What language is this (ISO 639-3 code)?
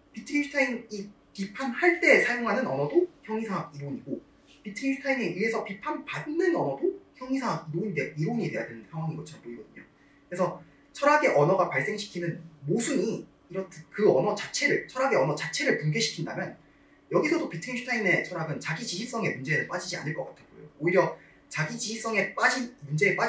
kor